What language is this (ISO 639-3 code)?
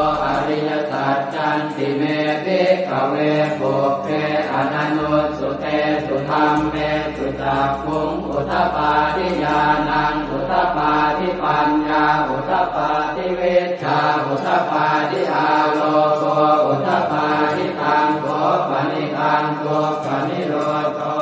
pli